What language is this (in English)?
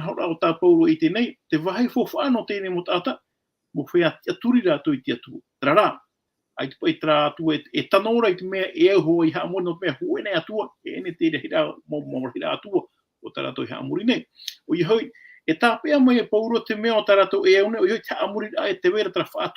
Tahitian